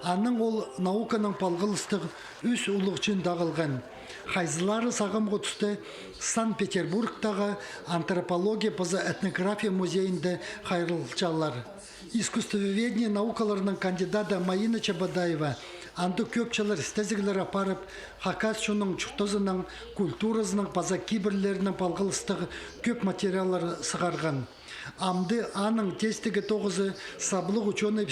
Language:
Khakas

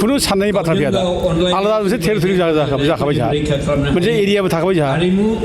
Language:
Bodo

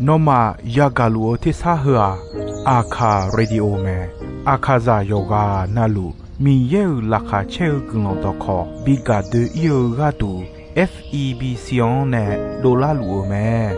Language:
Akha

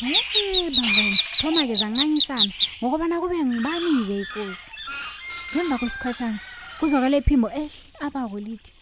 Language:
South Ndebele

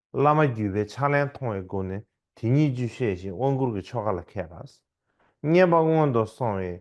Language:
Tibetan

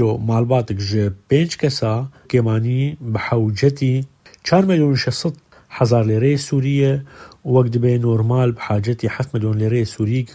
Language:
Kurdish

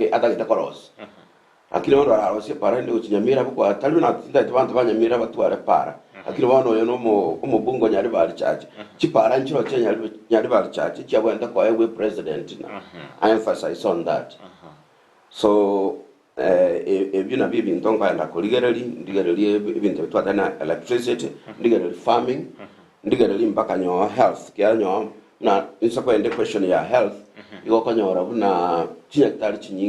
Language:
Gusii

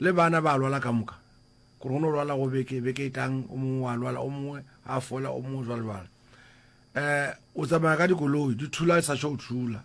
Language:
Northern Sotho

